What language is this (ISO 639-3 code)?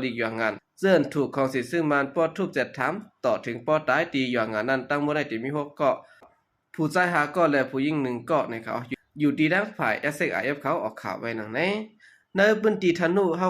shn